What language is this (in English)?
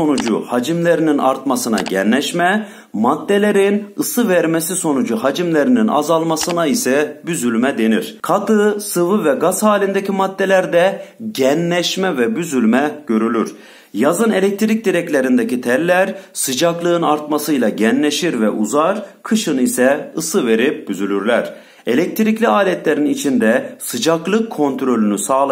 Turkish